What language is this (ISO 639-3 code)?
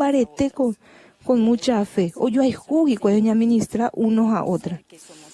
grn